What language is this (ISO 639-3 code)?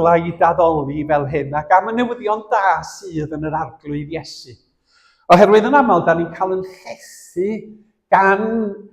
cym